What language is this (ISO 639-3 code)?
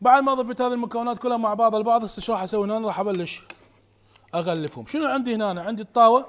acm